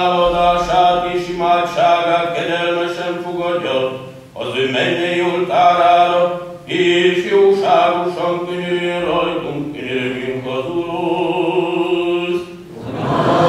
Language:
Hungarian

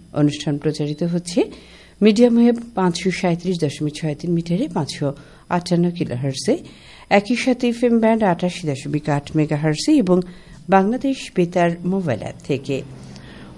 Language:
Bangla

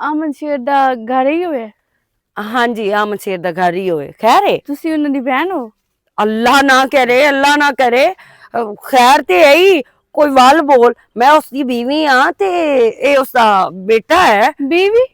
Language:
Western Panjabi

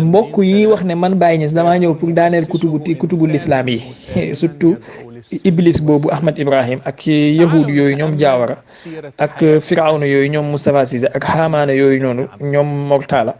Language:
Wolof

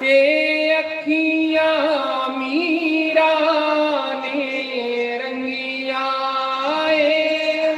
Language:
Dogri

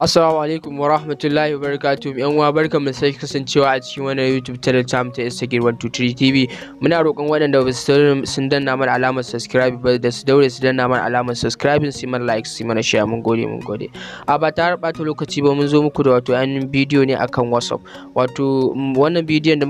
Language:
Hausa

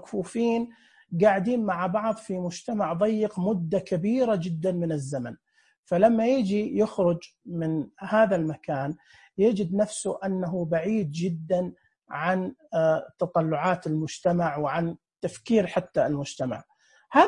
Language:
Najdi Arabic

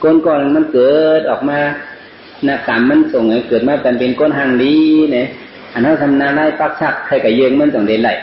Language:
Shan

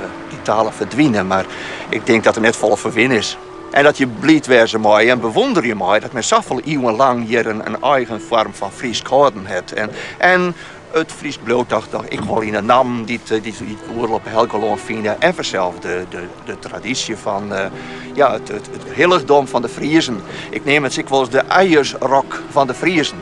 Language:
Western Frisian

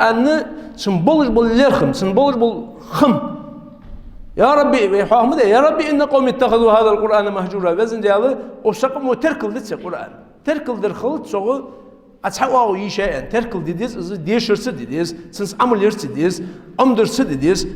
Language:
Ingush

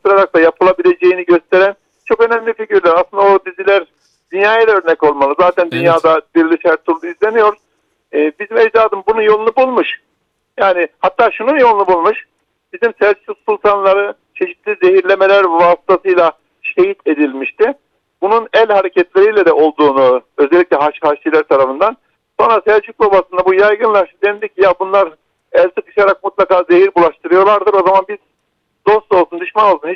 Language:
Turkish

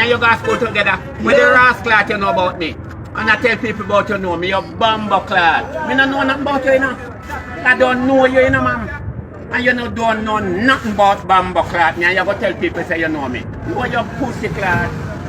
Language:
Jamaican Creole English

